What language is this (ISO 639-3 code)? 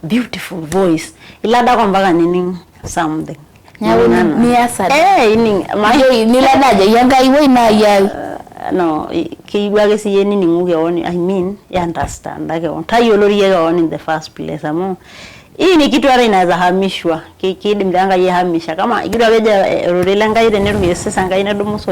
mas